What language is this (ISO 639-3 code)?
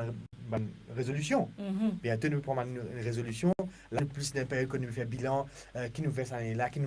mfe